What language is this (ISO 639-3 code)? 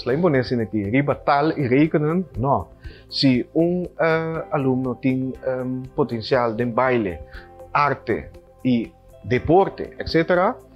pap